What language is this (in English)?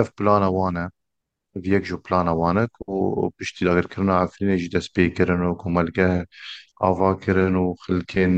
Kurdish